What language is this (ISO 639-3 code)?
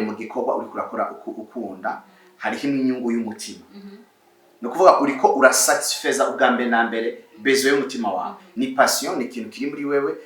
run